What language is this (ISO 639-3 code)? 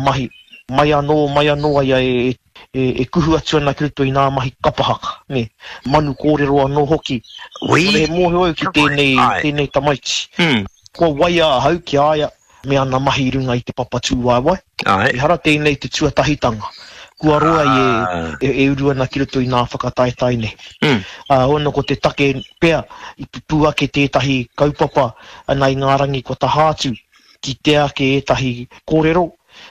mri